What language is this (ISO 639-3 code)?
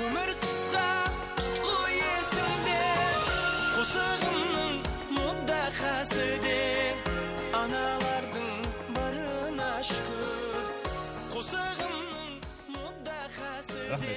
kaa